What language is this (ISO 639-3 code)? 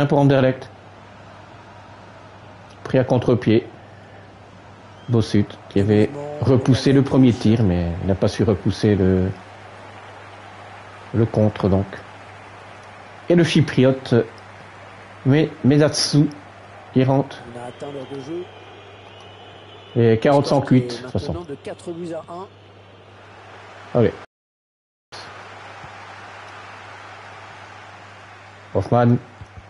fra